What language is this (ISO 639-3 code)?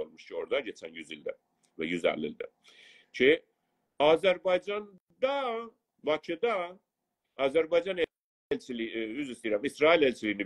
azb